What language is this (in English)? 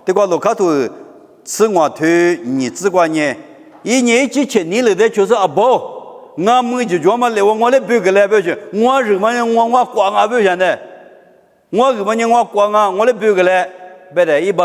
Lisu